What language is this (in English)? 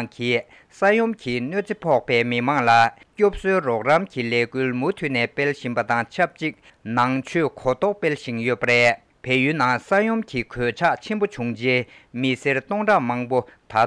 Tibetan